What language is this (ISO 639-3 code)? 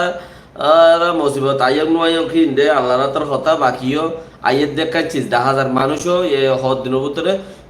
rhg